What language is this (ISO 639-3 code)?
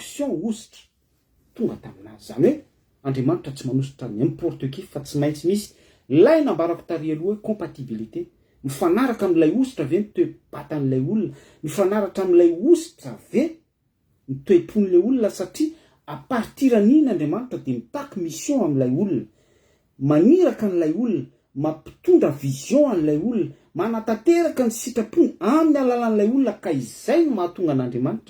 mlg